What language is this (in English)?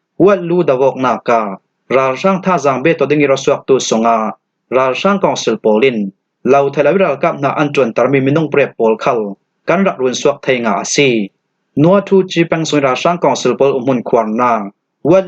Falam Chin